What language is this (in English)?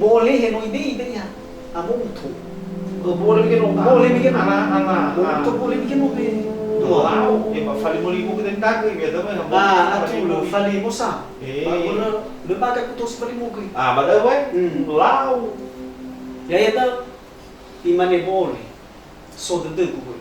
Nias